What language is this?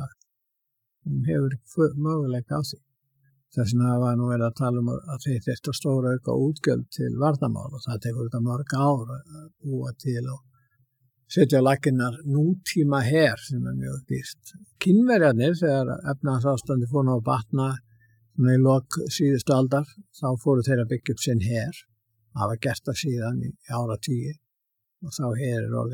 Icelandic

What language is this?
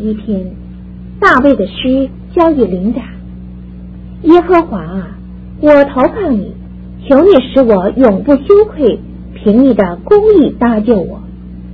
Chinese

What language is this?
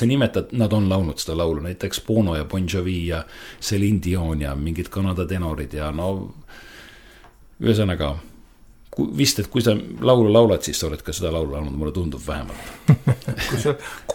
Estonian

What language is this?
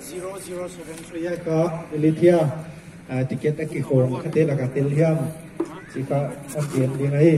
Paite Chin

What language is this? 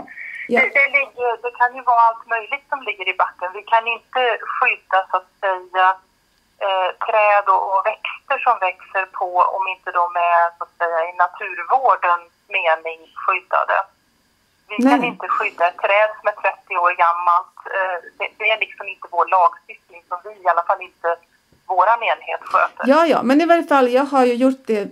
Swedish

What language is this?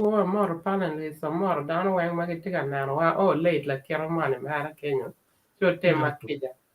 Acoli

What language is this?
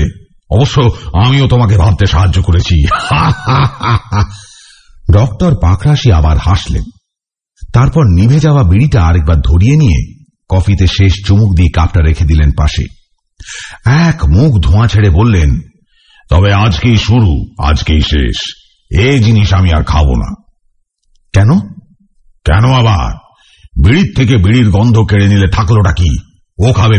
Bangla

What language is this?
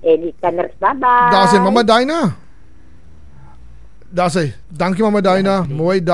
Afrikaans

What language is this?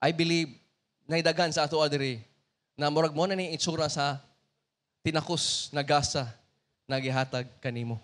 Cebuano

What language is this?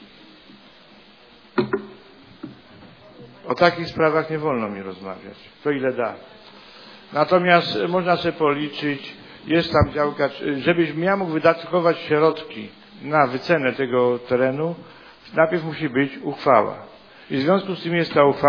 Polish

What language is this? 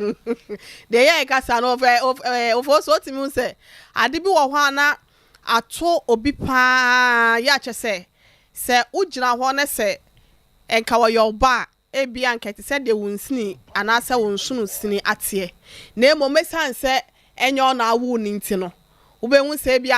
Akan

